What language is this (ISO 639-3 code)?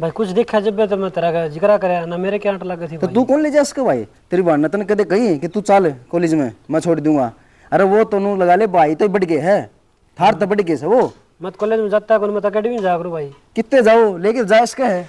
bgc